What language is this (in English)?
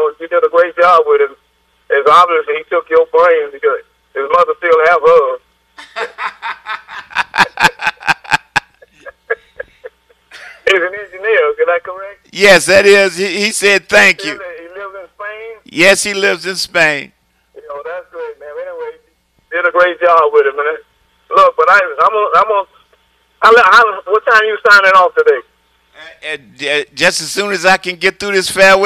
English